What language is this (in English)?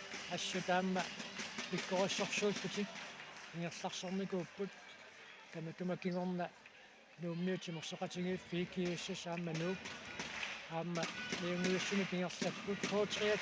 Kalaallisut